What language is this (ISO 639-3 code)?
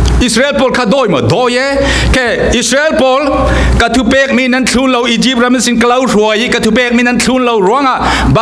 cfm